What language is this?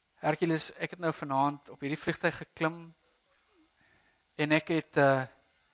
Afrikaans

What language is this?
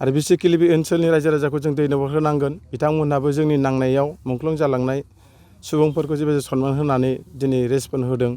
Bodo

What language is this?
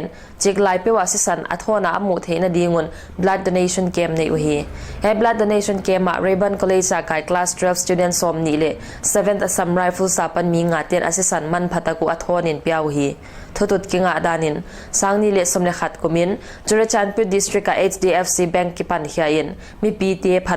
Paite Chin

